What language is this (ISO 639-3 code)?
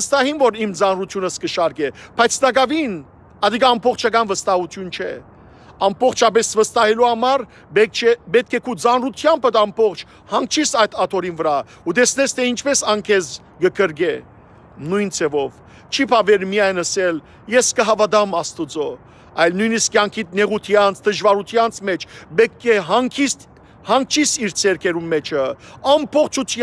hyw